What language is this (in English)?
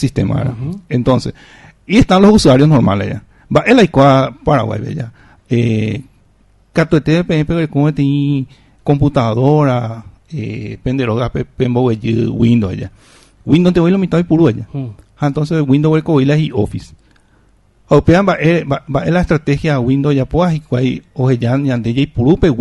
Guarani